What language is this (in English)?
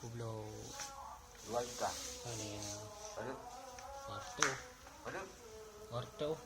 Achinese